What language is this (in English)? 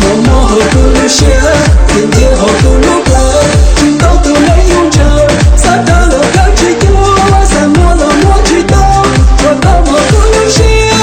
Hmong